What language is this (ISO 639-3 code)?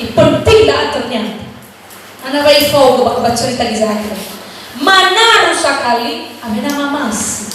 nia